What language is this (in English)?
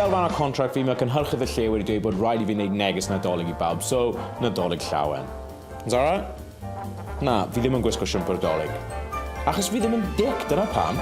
Welsh